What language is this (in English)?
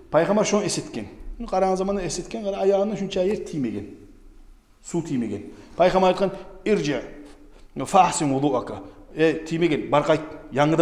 Kumyk